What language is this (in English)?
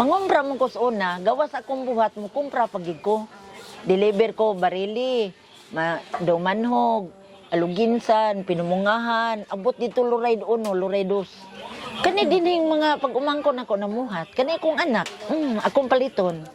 Cebuano